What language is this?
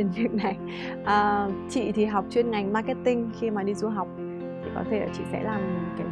Vietnamese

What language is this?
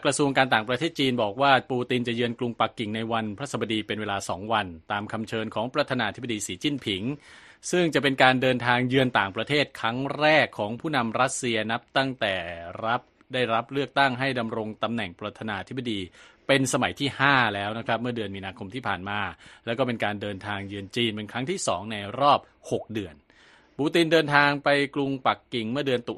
Thai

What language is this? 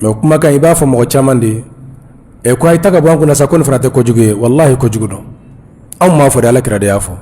Bambara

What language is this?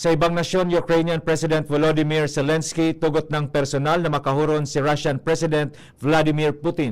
Bikol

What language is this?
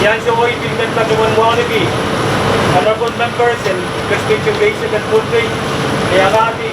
Pohnpeian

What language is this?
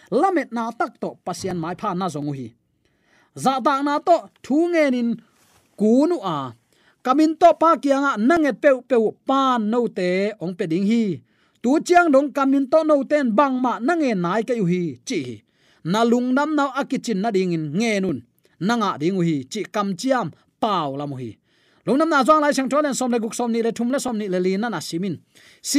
Tedim Chin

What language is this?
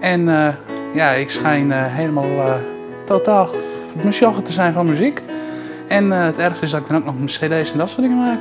Western Frisian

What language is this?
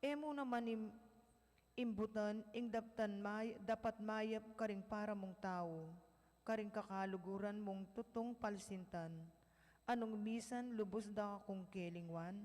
Pampanga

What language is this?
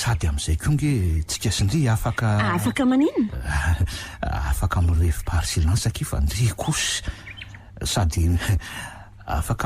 Malagasy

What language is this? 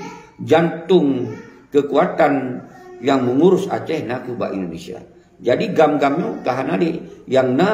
Achinese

